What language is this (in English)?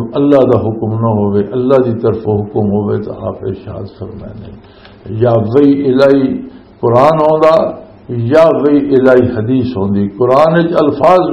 Western Panjabi